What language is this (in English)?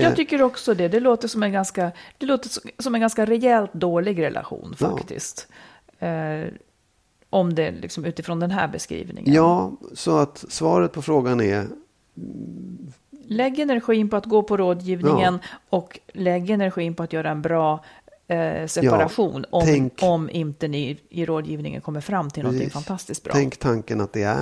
Swedish